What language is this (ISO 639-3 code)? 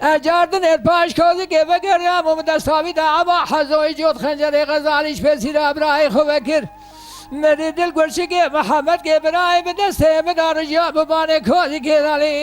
kur